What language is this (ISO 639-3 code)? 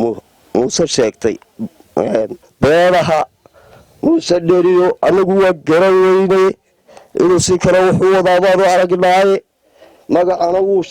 som